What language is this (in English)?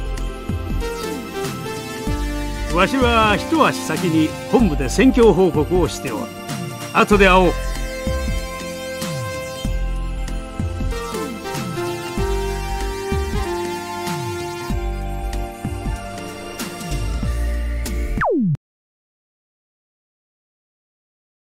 Japanese